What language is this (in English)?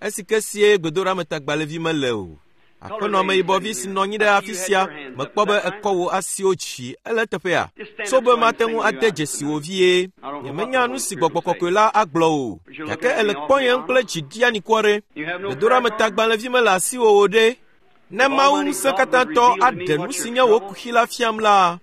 Ewe